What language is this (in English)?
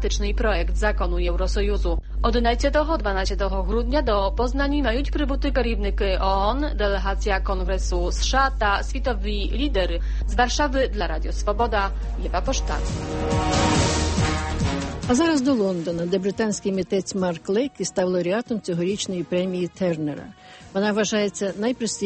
Ukrainian